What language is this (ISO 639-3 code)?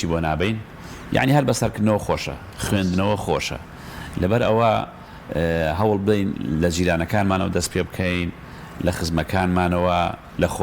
ckb